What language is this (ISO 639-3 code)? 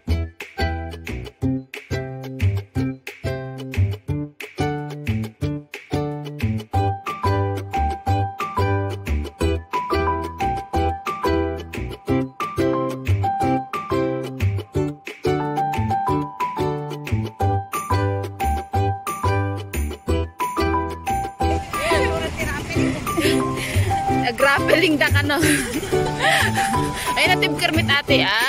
fil